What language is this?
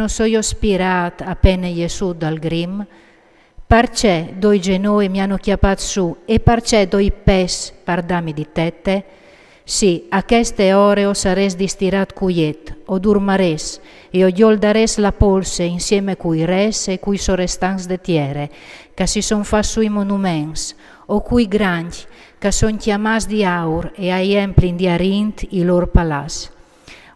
Friulian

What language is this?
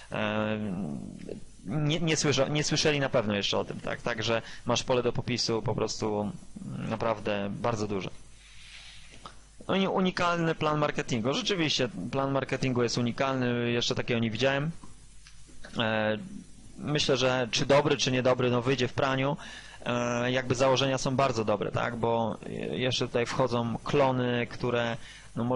Polish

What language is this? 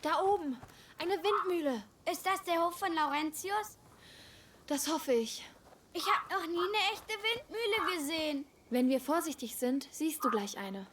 Bavarian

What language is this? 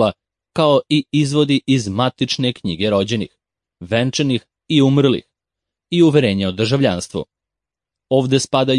Serbian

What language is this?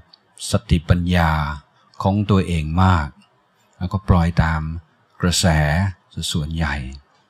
Thai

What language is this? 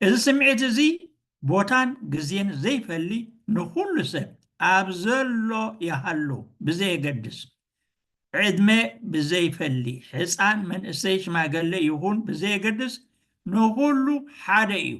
Tigrinya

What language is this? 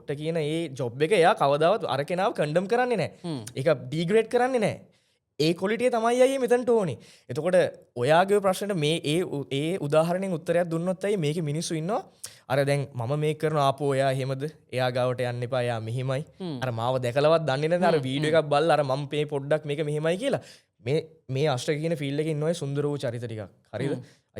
Sinhala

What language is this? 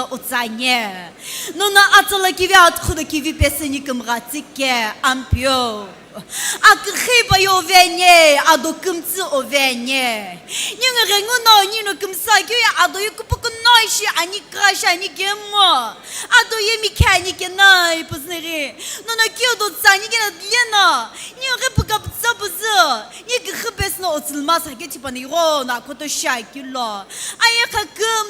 Sumi Naga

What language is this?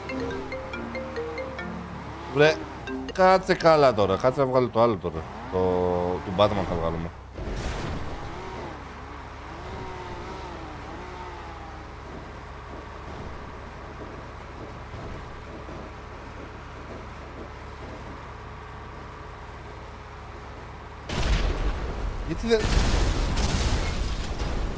Greek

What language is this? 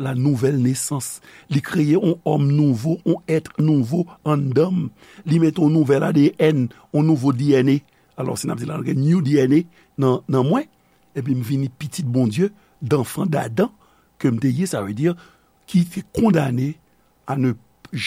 Haitian Creole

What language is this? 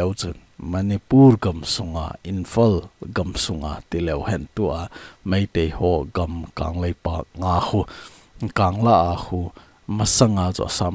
Thado Chin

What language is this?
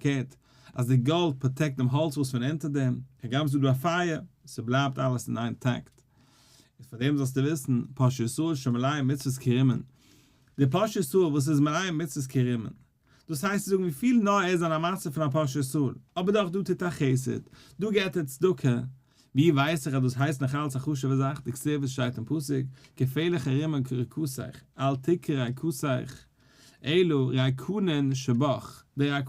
Yiddish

